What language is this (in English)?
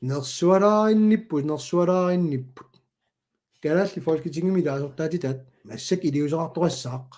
Kalaallisut